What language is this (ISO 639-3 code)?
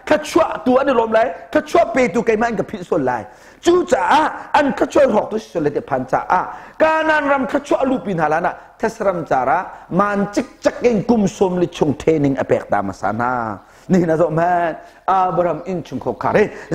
cnh